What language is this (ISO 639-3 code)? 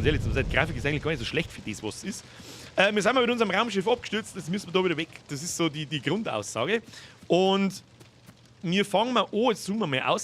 bar